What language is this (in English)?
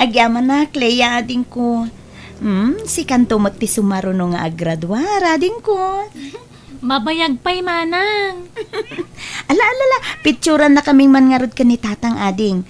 Iloko